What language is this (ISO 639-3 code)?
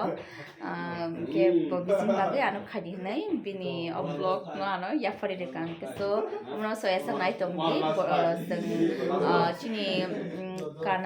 trp